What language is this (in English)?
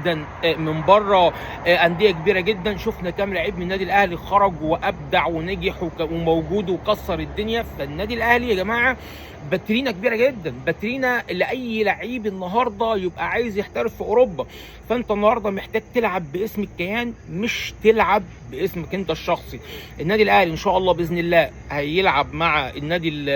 Egyptian Arabic